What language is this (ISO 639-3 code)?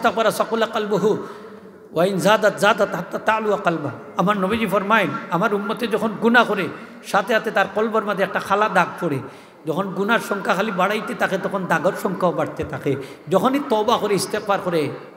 syl